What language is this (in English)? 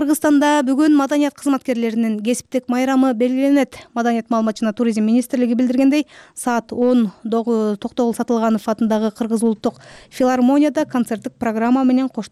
Kyrgyz